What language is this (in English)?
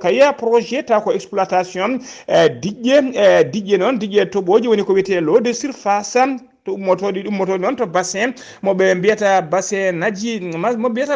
Fula